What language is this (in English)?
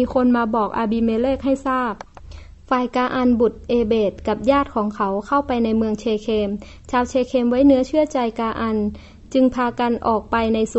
Thai